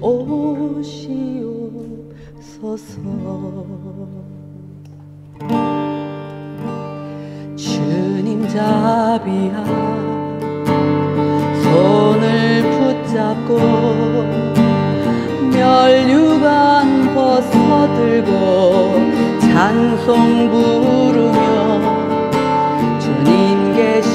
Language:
Korean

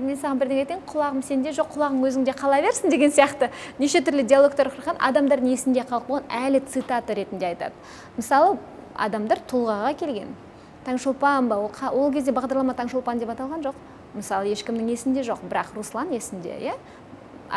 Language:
Kazakh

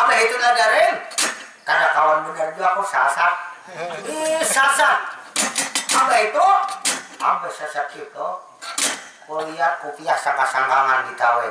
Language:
Banjar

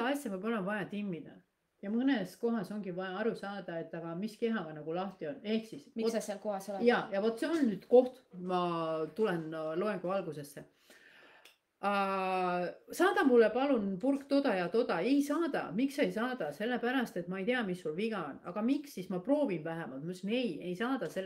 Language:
Estonian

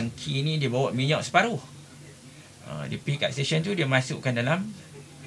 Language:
Malay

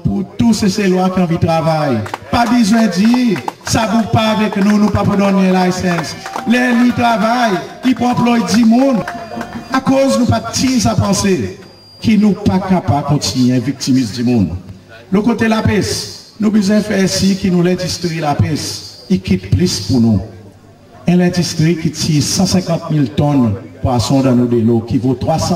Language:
Seselwa Creole French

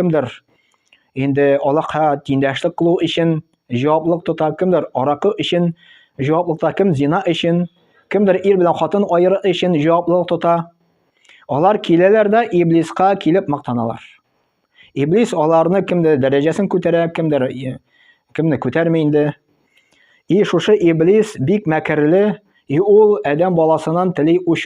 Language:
Tatar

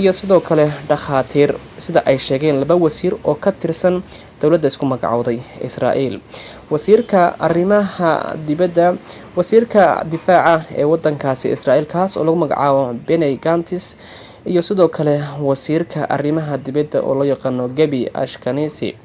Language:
Somali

